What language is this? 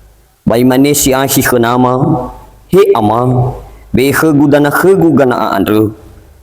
Nias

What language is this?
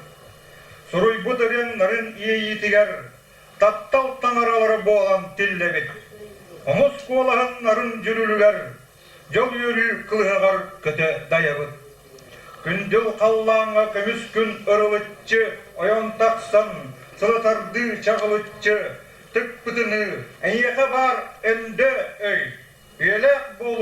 Yakut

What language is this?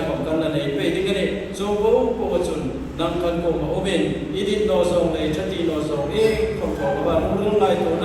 Hmar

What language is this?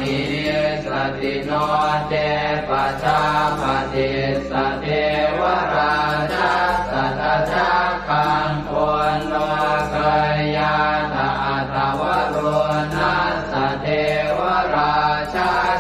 Pali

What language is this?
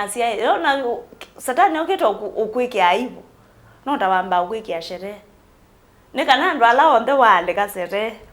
Kamba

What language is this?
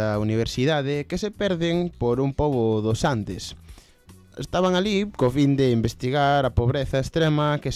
Galician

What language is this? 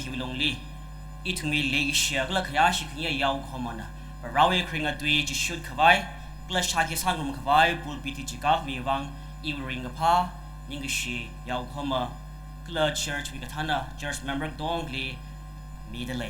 Tangkhul Naga (India)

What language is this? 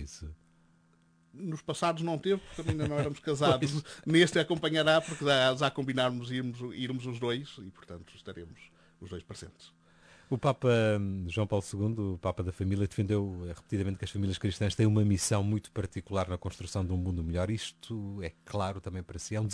Portuguese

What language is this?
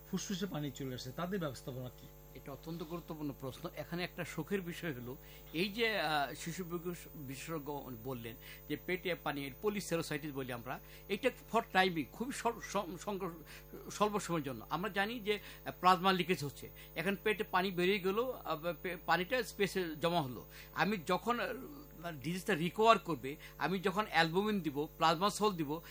Bangla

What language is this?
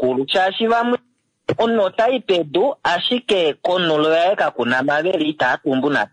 Kuanyama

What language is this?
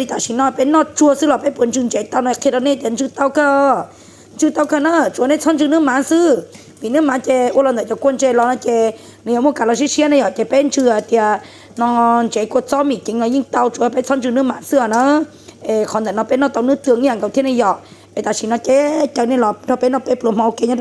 Hmong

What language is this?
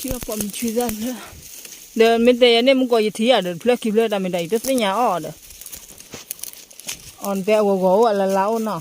S'gaw Karen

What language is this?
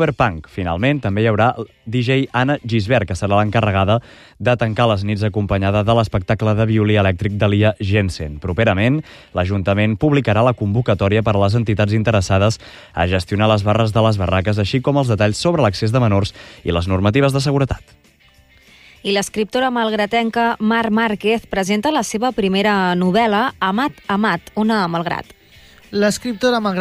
Catalan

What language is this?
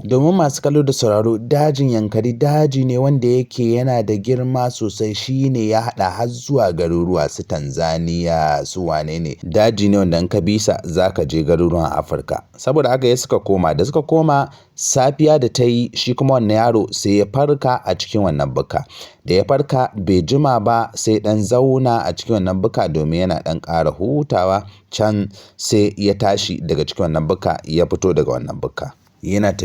Hausa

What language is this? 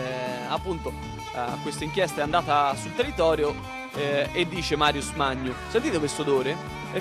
Italian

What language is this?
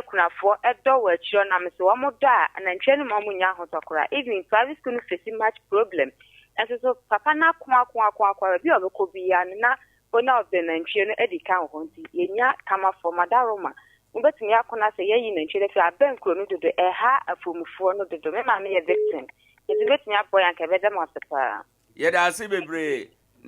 Akan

